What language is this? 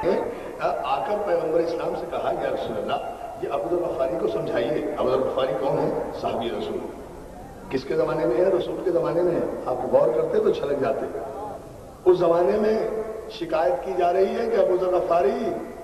Urdu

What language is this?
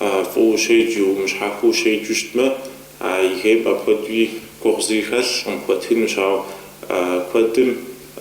Kabardian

